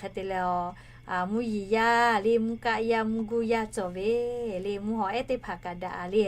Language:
Lahu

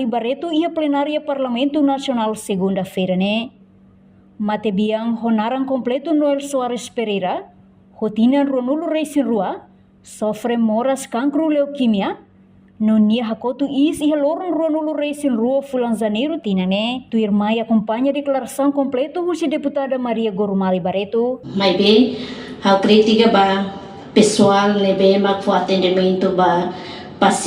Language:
Tetum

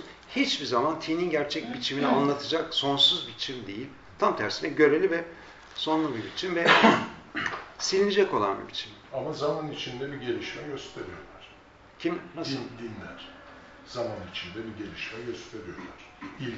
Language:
Turkish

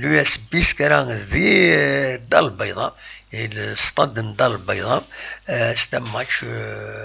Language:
Kabyle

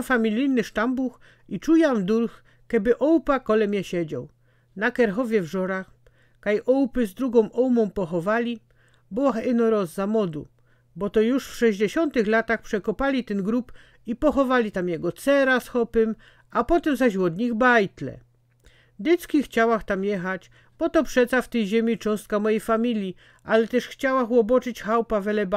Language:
Silesian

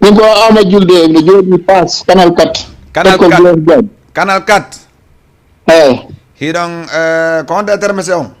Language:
Fula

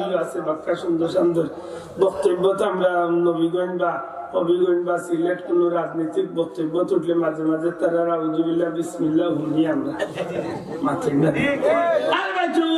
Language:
Sylheti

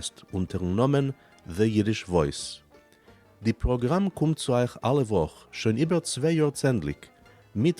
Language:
Yiddish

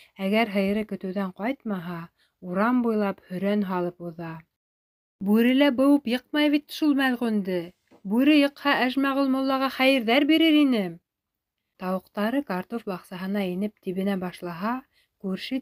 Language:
Bashkir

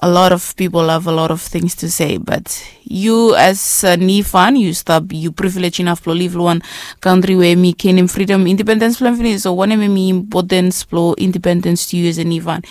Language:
Bislama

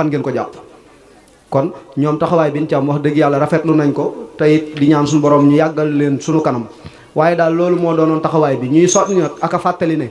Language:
Wolof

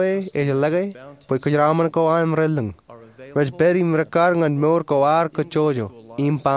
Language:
Marshallese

